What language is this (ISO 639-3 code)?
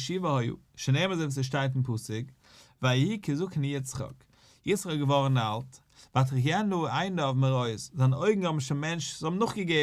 yid